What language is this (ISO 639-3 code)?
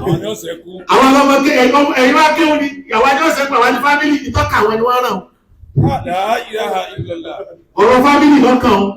yor